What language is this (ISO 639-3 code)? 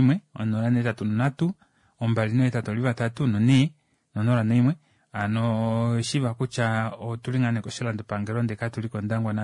kua